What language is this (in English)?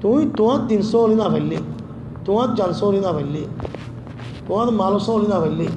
Rohingya